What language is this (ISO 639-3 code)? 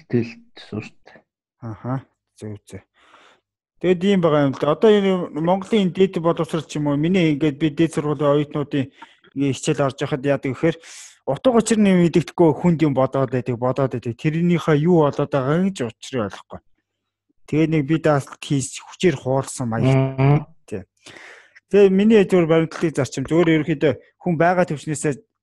mon